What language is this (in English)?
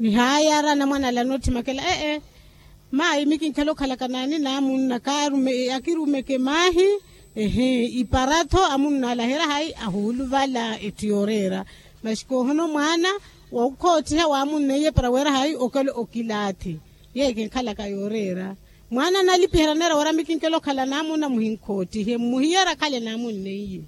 Makhuwa